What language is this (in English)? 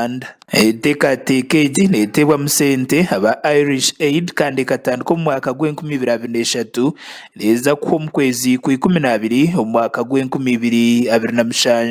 Nyankole